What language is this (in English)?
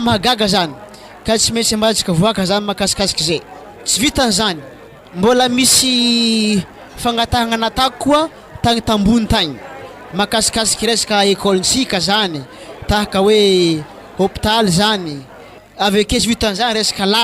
Malagasy